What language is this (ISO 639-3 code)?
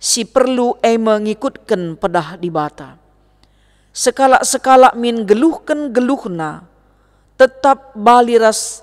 btx